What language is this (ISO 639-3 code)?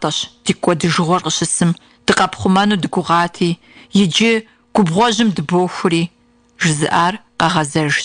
kbd